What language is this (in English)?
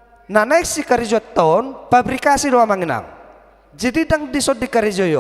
Batak Toba